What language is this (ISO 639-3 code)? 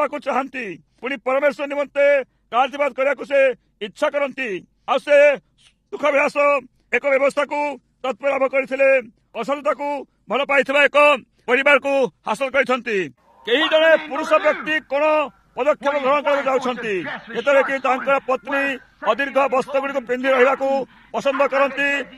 ori